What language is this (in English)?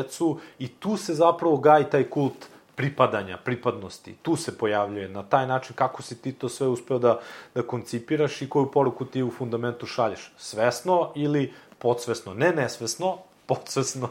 Serbian